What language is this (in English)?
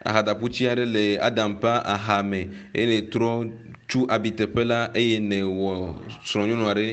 Ewe